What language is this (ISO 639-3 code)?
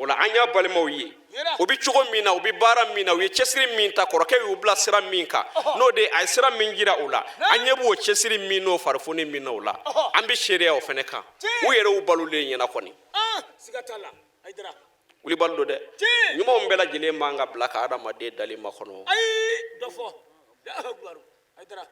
bam